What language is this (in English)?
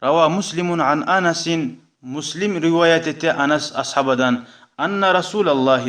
Kumyk